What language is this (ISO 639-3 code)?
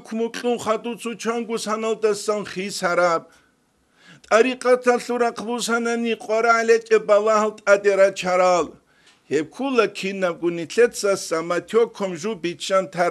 ava